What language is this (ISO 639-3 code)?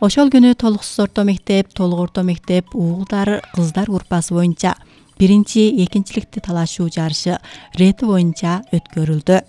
kir